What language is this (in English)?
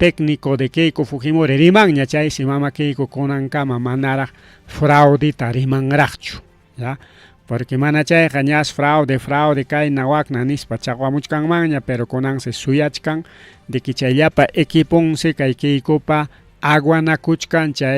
Ayacucho Quechua